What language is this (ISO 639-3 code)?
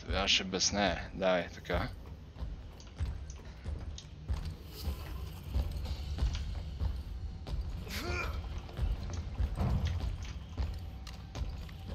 bul